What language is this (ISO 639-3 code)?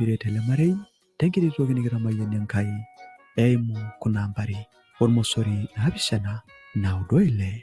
mas